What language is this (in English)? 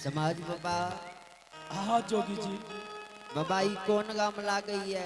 Angika